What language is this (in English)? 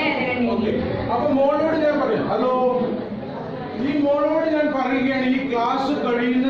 Malayalam